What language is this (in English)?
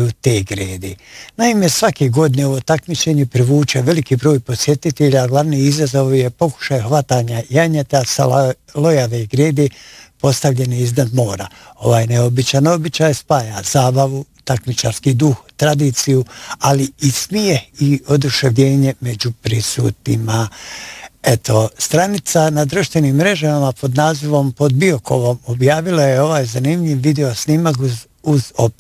Bosnian